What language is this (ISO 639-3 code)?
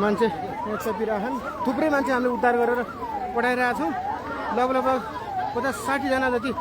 nep